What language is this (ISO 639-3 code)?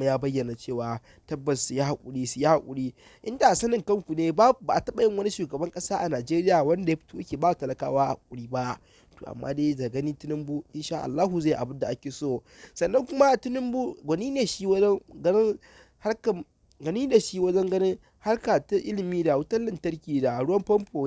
hau